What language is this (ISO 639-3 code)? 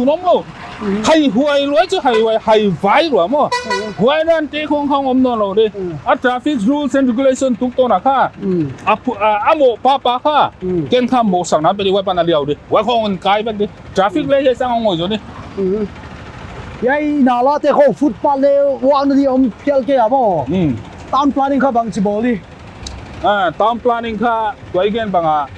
pck